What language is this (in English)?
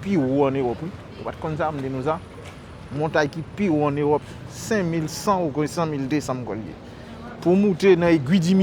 Haitian Creole